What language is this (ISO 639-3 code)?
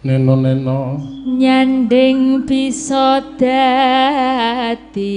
jav